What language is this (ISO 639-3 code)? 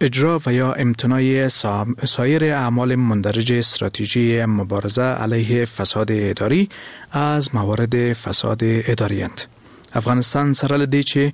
fas